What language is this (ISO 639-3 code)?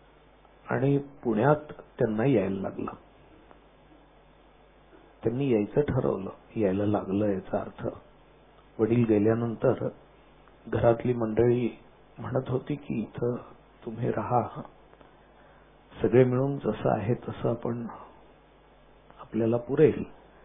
mar